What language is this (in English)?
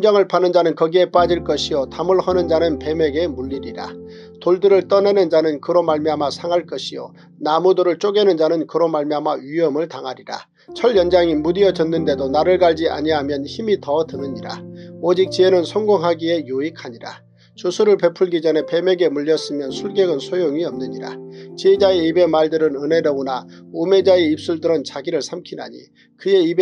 Korean